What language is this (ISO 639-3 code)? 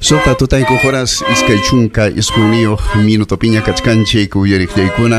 quy